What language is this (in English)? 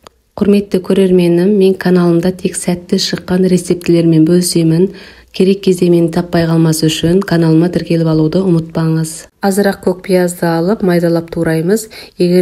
Kazakh